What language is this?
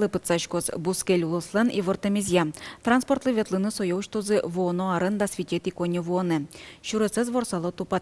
Udmurt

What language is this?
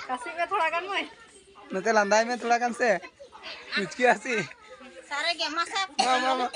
Santali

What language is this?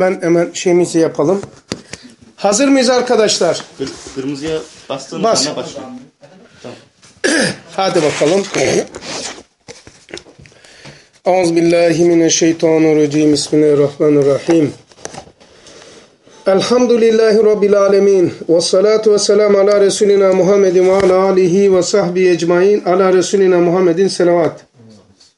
Turkish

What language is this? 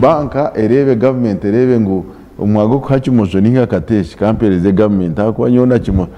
Nyankole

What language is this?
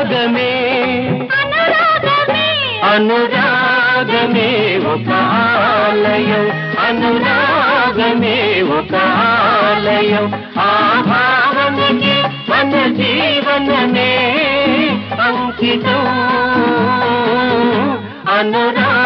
Telugu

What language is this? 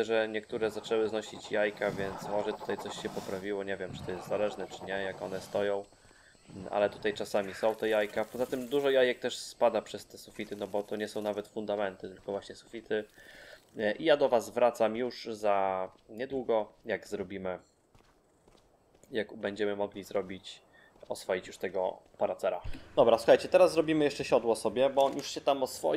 Polish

